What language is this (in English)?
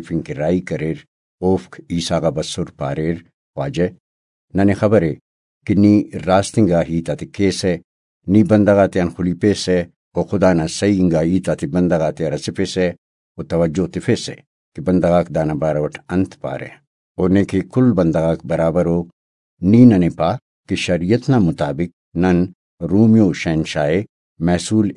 Brahui